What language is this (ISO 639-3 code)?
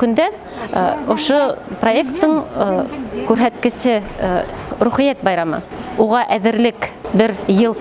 bak